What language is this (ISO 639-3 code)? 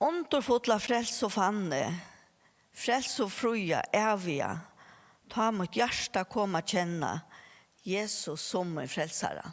fao